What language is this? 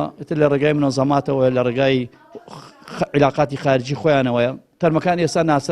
Central Kurdish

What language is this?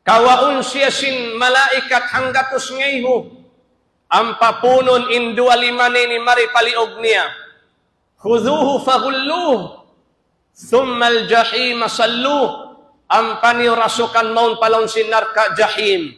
Tausug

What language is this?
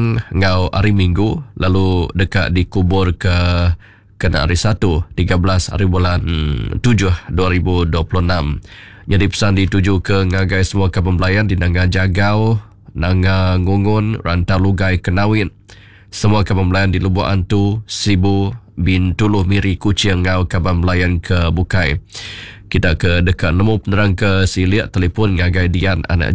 Iban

